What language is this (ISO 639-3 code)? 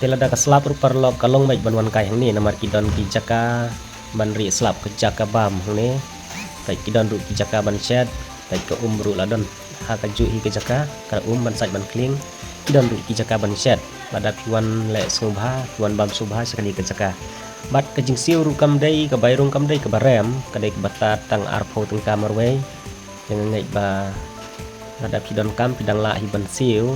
kha